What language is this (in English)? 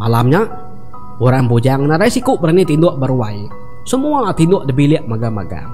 Iban